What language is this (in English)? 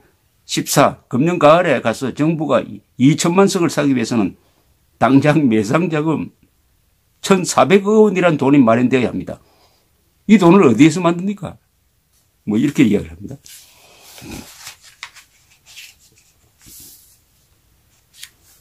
Korean